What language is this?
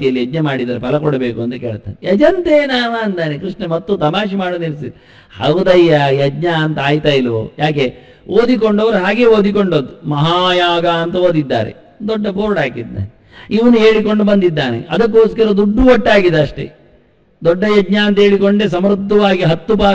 Kannada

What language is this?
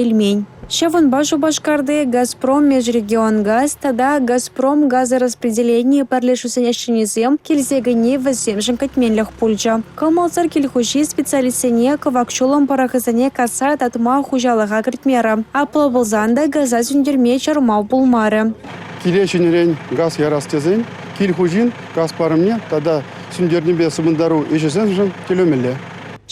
Chuvash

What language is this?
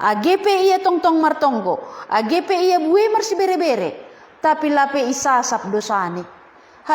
Batak Simalungun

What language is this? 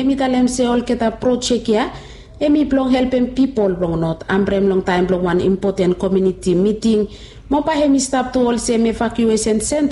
Bislama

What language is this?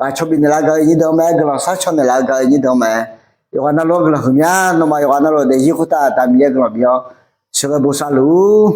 Akha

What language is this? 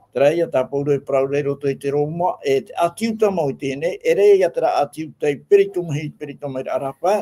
Tahitian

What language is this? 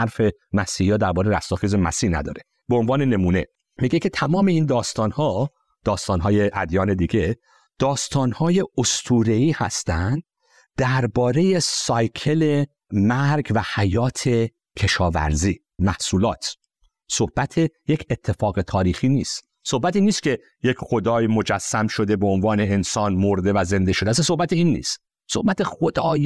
Persian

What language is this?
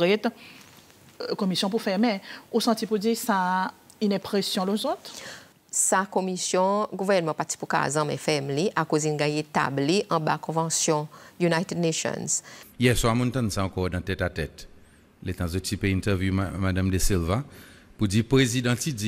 Seselwa Creole French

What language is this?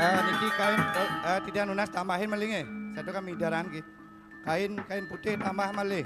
Balinese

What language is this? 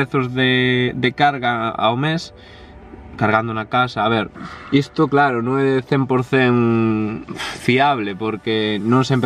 Galician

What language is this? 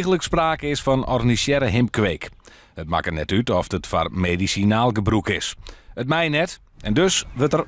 Western Frisian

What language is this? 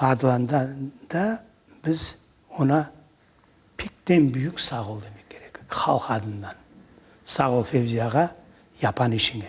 Crimean Tatar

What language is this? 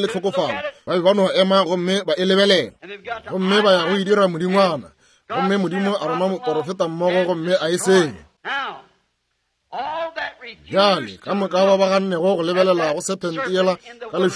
Northern Sotho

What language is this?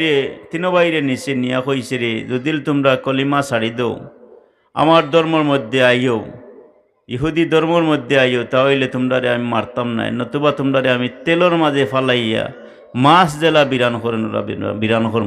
Sylheti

